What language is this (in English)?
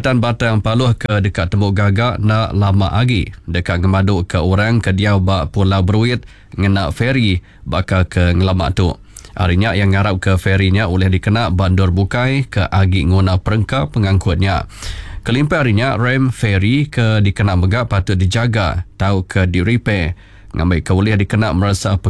Iban